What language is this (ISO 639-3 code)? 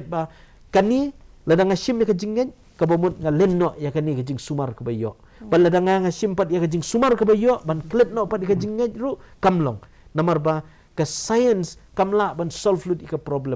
kha